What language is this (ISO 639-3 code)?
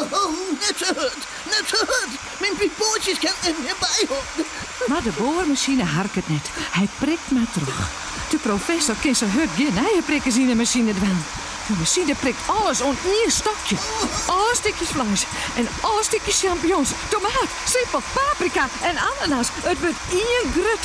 fry